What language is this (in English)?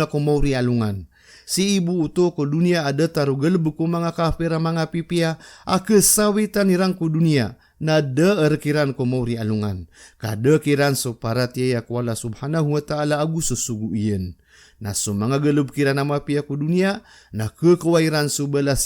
Maranao